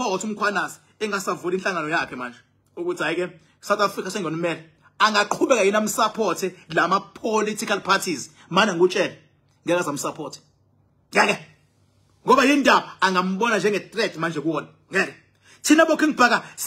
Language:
Zulu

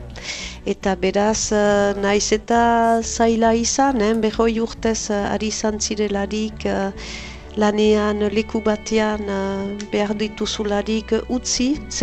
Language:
Basque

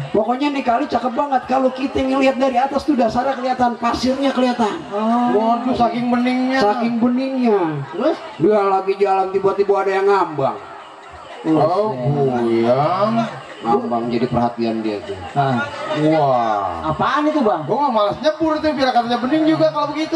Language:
Betawi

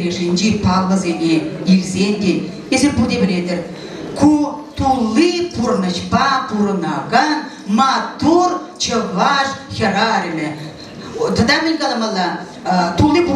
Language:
Chuvash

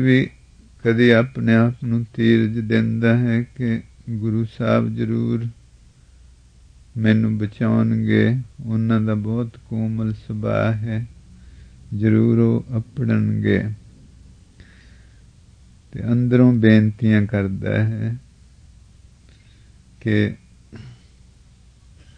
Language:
Punjabi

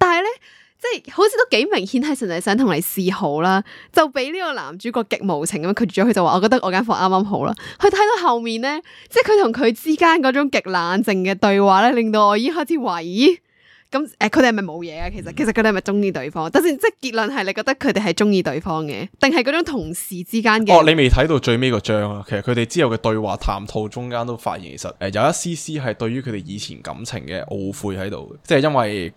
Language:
Cantonese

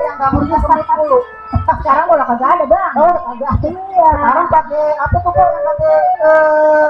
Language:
Betawi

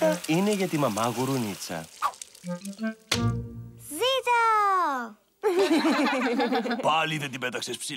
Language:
Greek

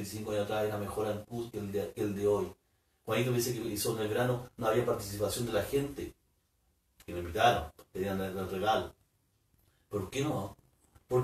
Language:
Spanish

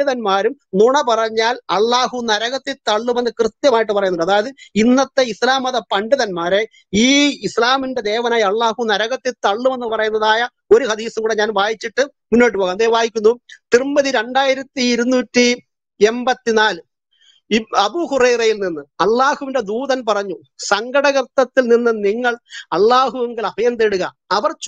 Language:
Malayalam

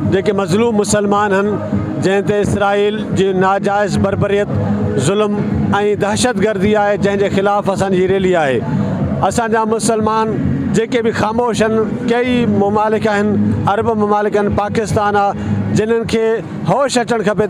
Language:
Sindhi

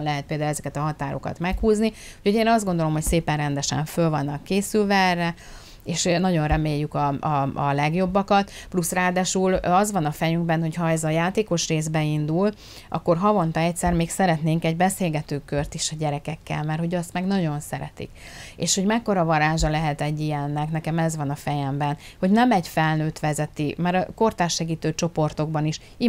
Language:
Hungarian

